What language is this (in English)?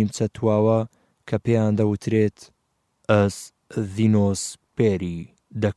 Central Kurdish